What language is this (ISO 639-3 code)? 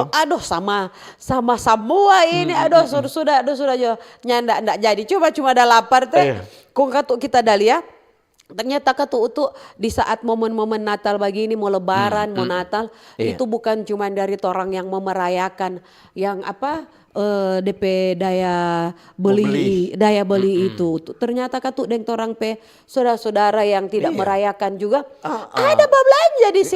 xmm